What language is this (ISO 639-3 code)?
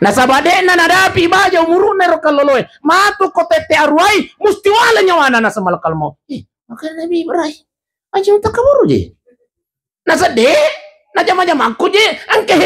bug